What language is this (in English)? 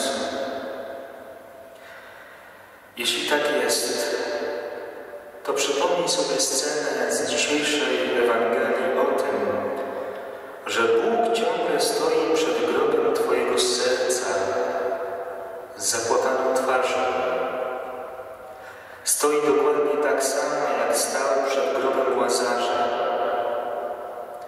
Polish